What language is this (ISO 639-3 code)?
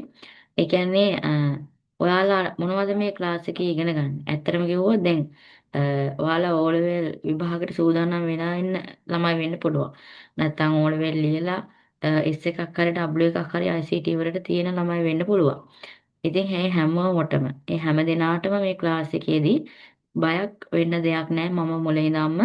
sin